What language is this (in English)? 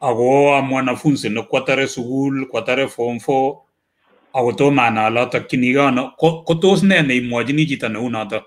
Kalenjin